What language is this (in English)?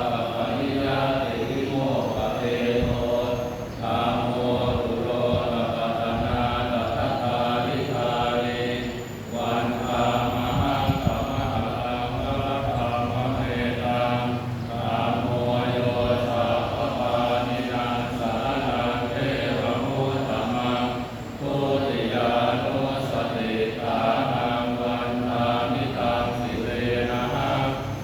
Pali